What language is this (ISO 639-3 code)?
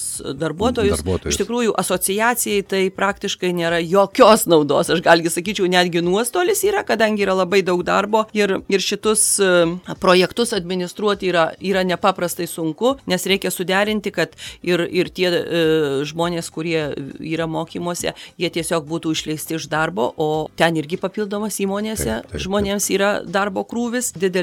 lit